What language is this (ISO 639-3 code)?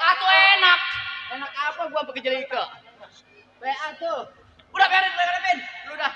bew